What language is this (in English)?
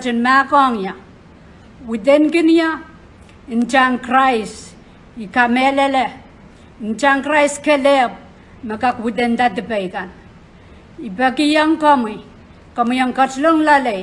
Pohnpeian